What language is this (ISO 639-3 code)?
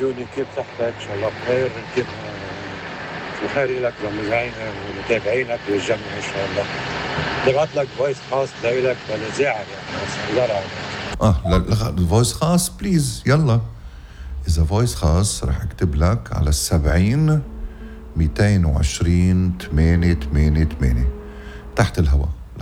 apc